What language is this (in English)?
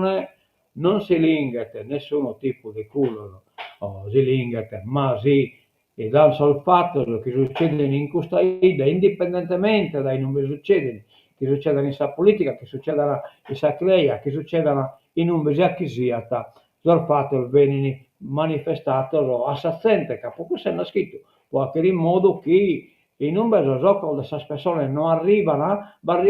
Sardinian